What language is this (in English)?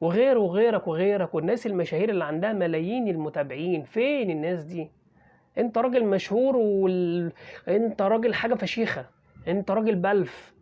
Egyptian Arabic